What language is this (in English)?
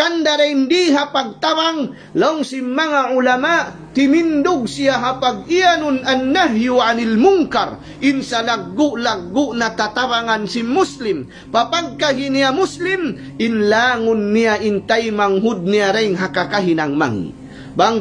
Tausug